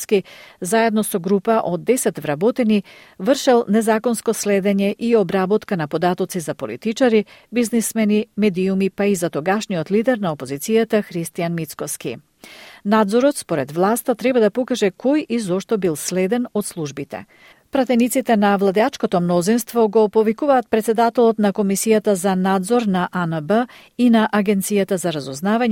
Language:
Macedonian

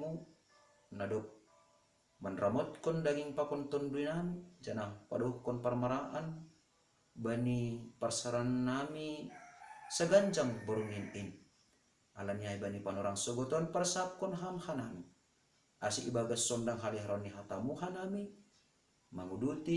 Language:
Batak Simalungun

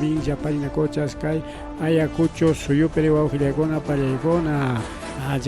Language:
Ayacucho Quechua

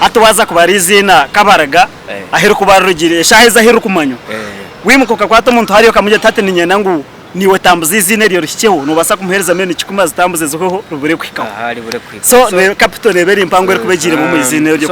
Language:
Nyankole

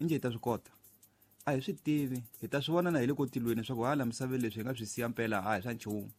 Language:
Tsonga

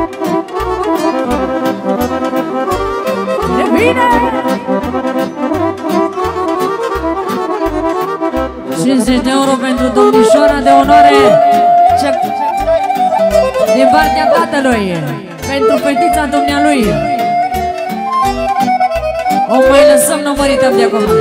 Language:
Romanian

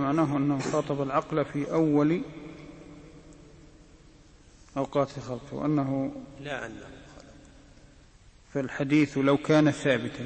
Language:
Arabic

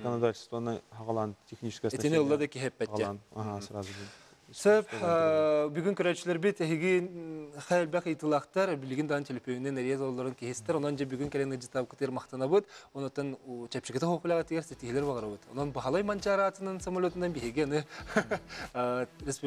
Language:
Yakut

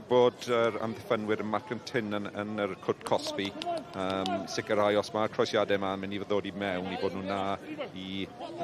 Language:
Welsh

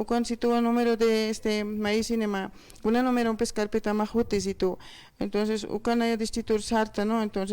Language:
Aymara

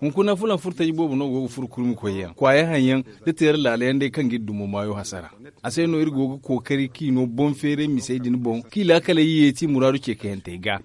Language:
Zarma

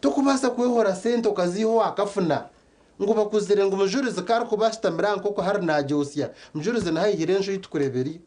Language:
Nyankole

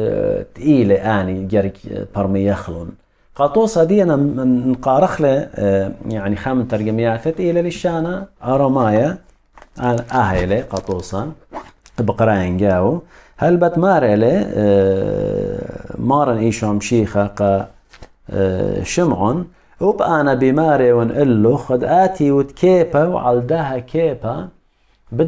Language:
Assyrian Neo-Aramaic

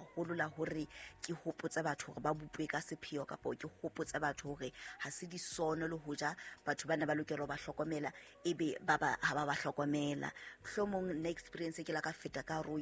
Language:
Southern Sotho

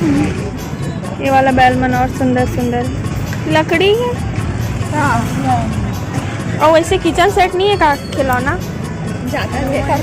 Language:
Chhattisgarhi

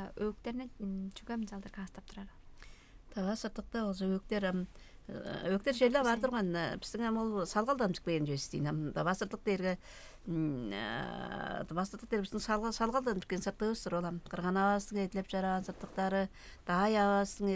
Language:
Tuvinian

